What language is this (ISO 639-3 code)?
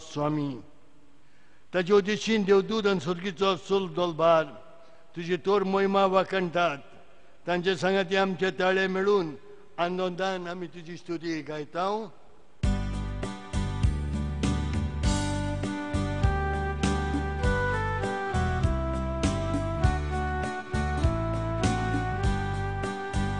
kok